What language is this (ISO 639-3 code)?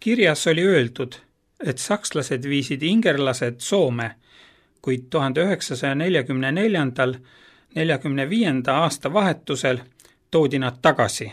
est